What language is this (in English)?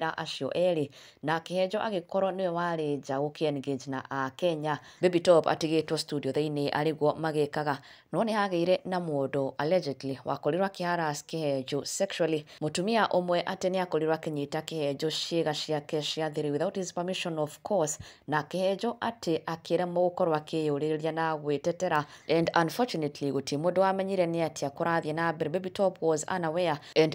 Kikuyu